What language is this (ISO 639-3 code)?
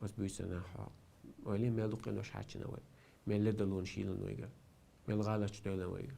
che